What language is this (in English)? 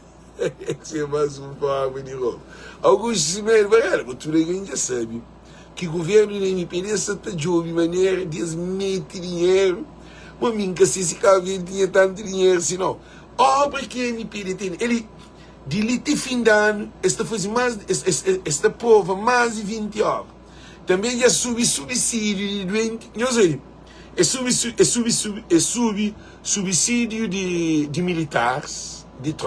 Kabuverdianu